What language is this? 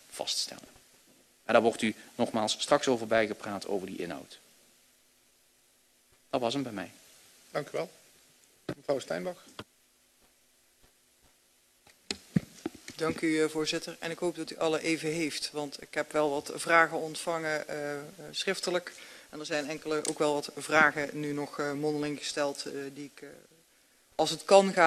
Dutch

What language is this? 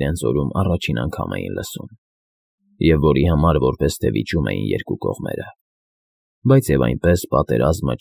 Armenian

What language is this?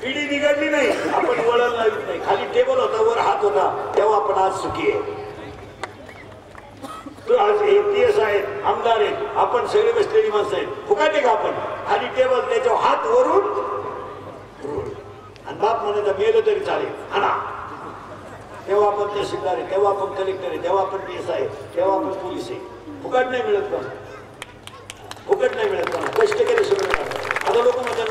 Marathi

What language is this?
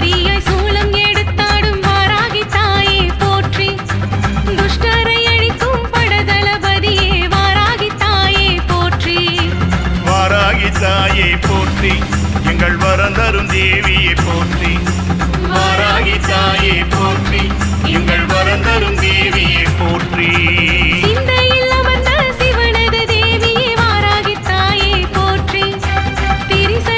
Tamil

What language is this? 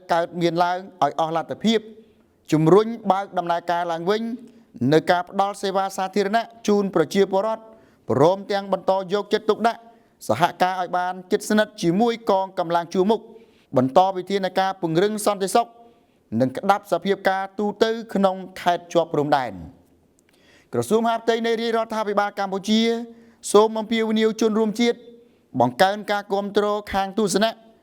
Khmer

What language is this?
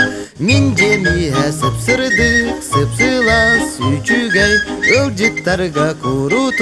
Yakut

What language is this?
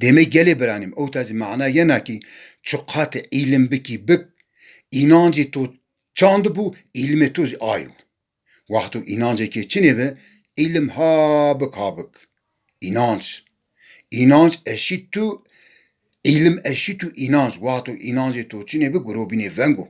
Zaza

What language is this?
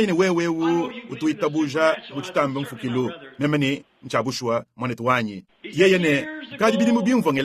Luba-Lulua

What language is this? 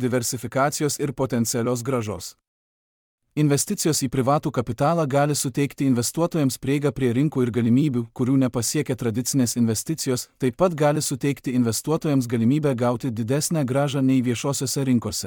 Lithuanian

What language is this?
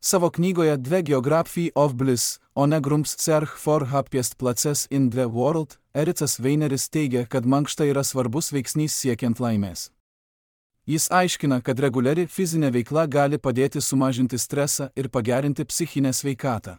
Lithuanian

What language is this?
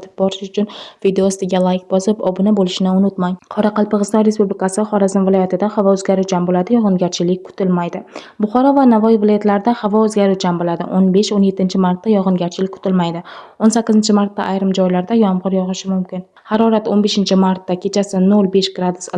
Uzbek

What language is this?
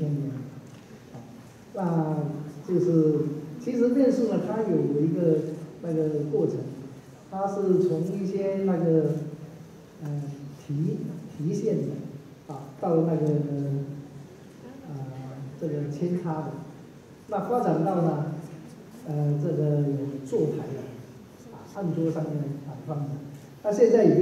Chinese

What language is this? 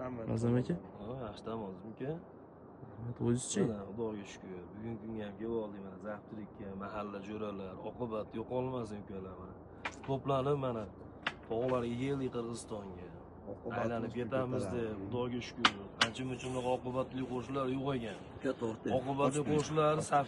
Uzbek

